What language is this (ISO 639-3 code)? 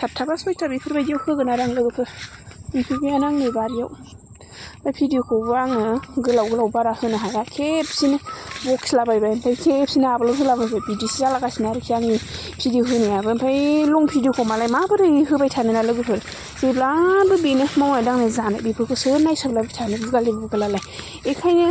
brx